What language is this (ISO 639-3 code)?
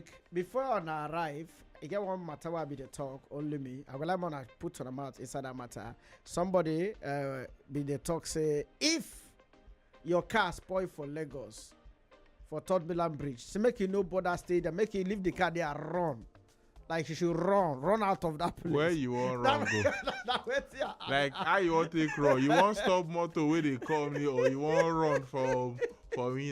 pcm